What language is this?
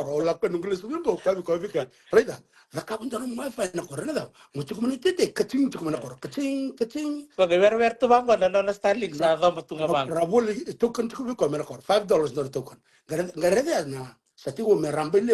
Fijian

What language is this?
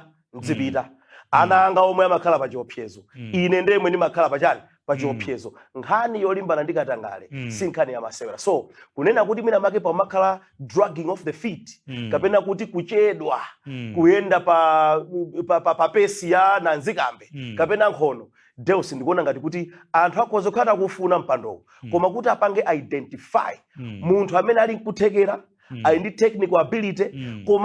Nyanja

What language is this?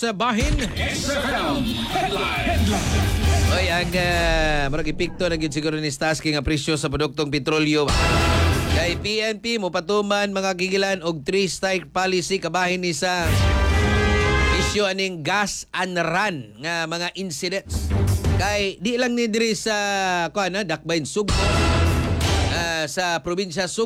Cebuano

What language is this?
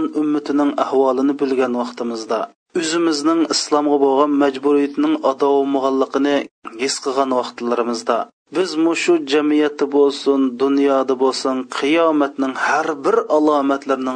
Uyghur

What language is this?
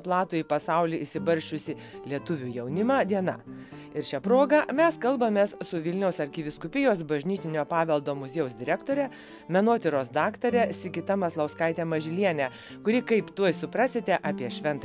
Lithuanian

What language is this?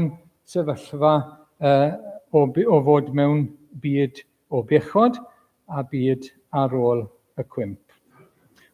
Welsh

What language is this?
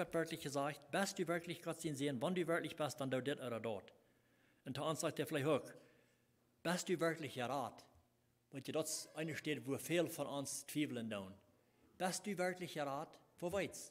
Plautdietsch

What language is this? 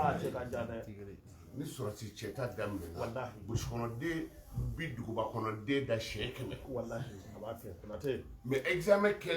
Bambara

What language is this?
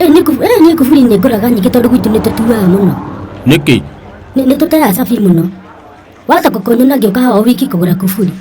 Kikuyu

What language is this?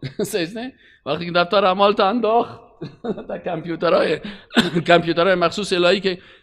Persian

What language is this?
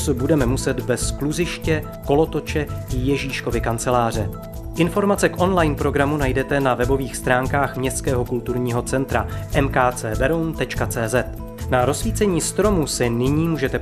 Czech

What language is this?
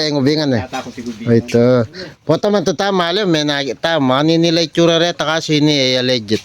Pampanga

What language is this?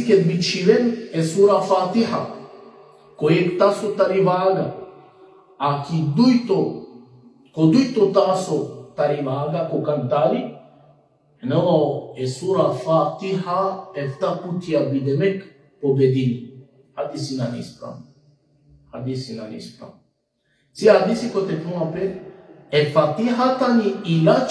Balkan Romani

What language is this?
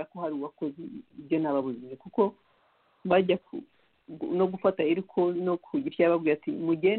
Kinyarwanda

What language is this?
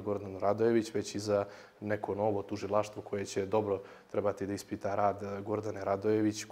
Bosnian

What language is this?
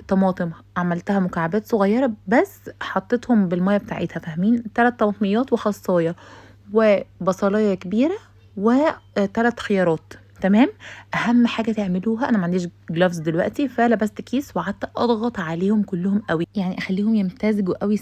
Egyptian Arabic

